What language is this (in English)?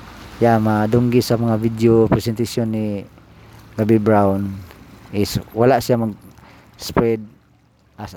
Cebuano